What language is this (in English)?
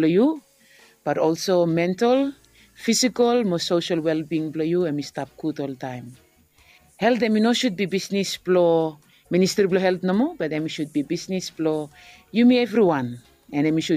Bislama